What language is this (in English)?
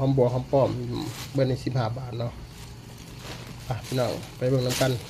Lao